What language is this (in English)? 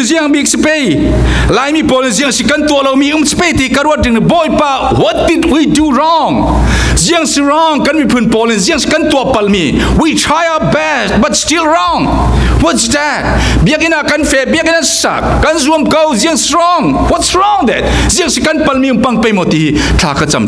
Falam Chin